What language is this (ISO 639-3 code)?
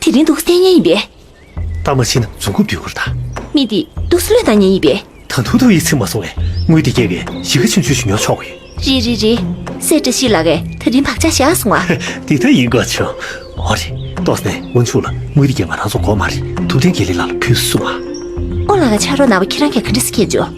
bod